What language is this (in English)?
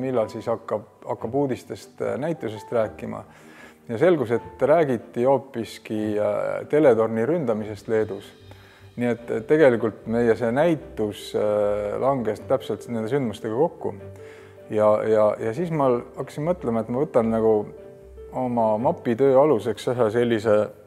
Estonian